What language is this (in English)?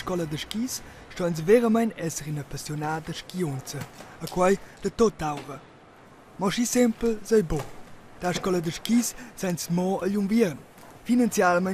Romansh